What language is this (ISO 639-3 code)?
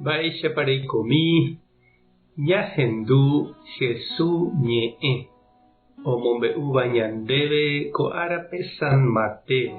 grn